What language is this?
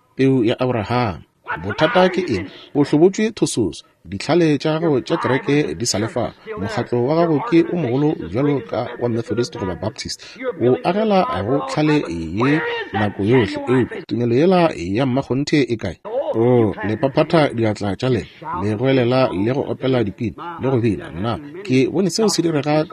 Northern Sotho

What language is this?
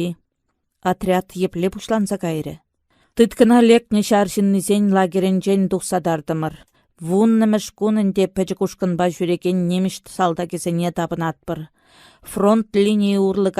Chuvash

